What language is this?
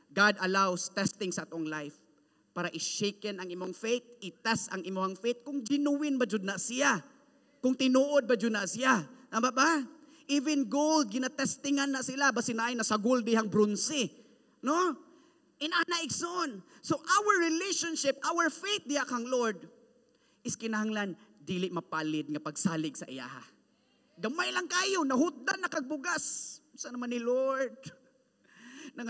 Cebuano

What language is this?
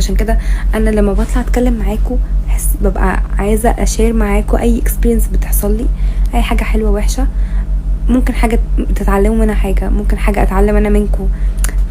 Egyptian Arabic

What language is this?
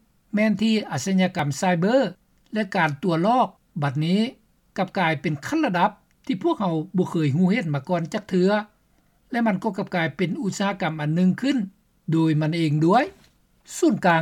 Lao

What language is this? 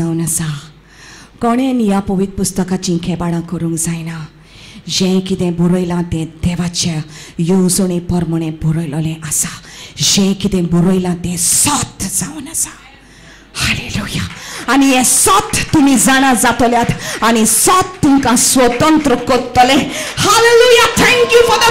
Konkani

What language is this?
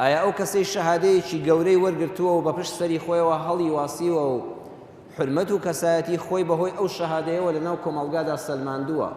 Central Kurdish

